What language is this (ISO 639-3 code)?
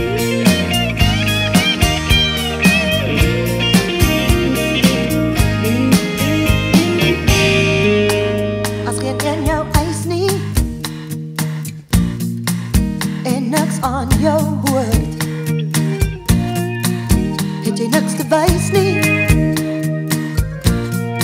afr